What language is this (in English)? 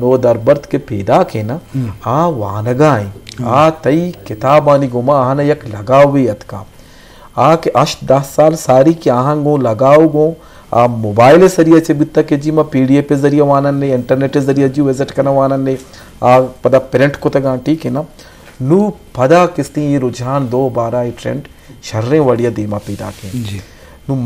Eastern Balochi